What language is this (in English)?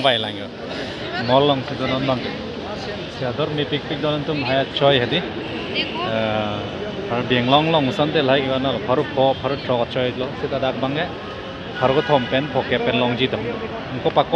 Karbi